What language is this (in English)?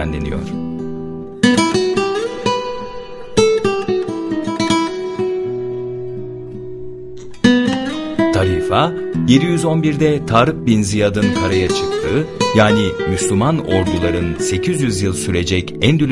Turkish